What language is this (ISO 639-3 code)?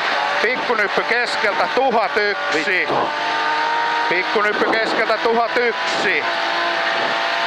fin